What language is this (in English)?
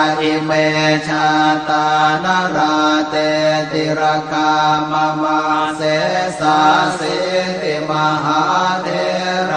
Pali